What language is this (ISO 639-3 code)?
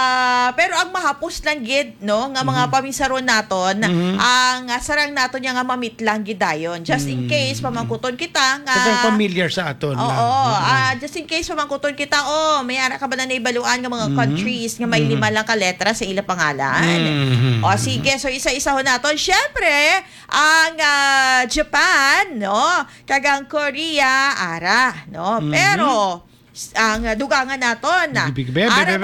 hil